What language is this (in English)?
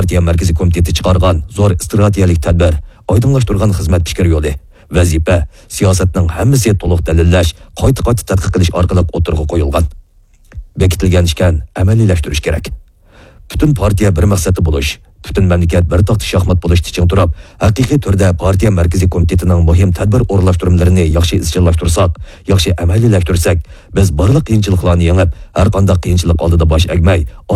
Uyghur